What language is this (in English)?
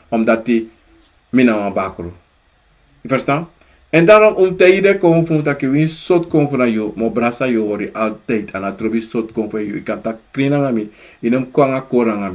Sranan Tongo